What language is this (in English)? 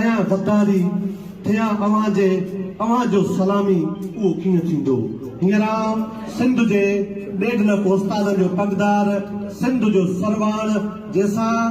Sindhi